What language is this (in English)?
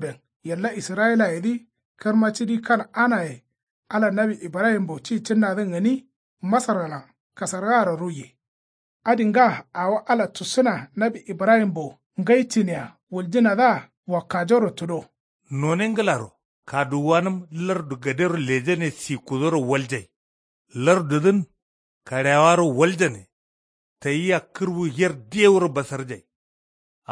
Kanuri